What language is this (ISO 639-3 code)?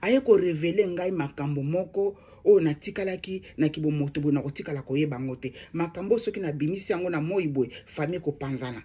lin